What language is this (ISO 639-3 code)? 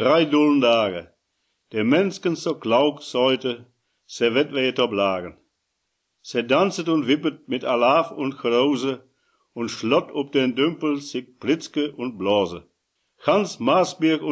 wep